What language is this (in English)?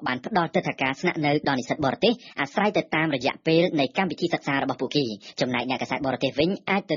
Khmer